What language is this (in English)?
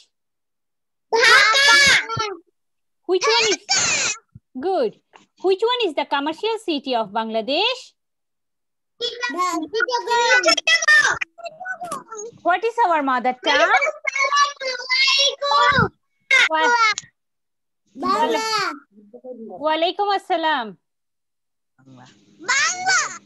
Bangla